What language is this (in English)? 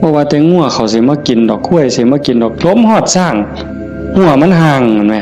Northeastern Thai